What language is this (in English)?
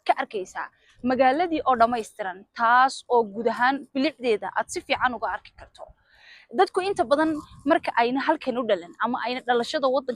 Somali